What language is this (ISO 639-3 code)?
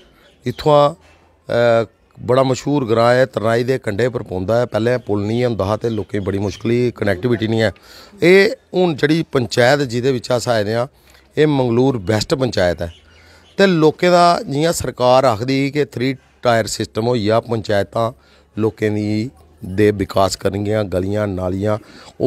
doi